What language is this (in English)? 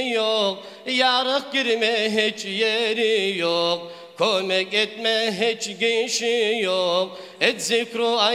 Kumyk